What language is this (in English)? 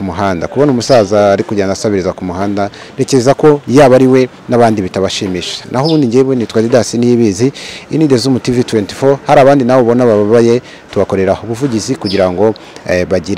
Kinyarwanda